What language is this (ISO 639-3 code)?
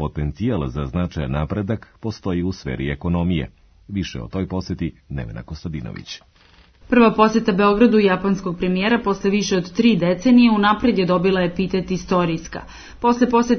srp